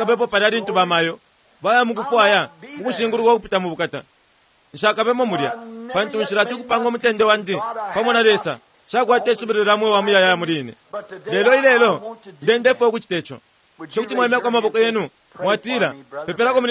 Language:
Bemba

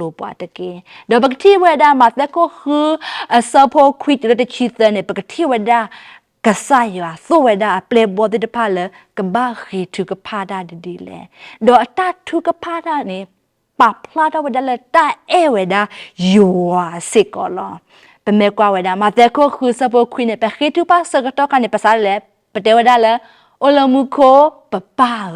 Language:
S'gaw Karen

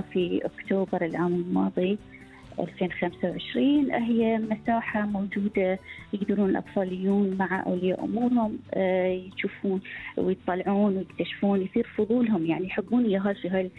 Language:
Gulf Arabic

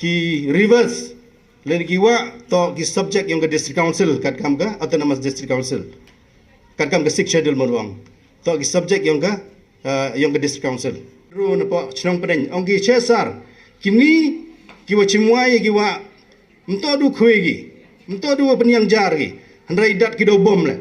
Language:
Pnar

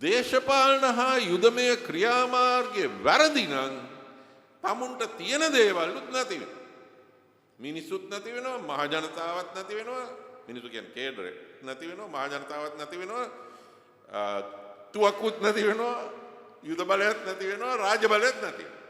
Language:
Sinhala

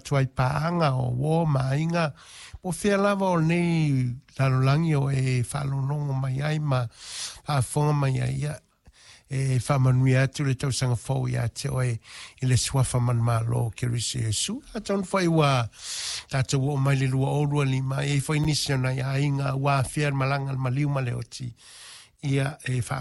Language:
Samoan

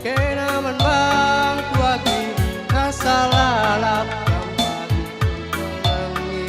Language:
Batak Karo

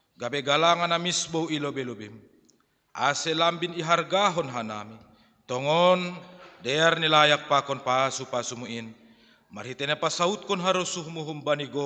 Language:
Batak Simalungun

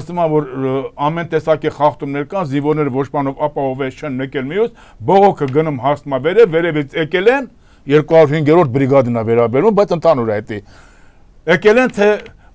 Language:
Armenian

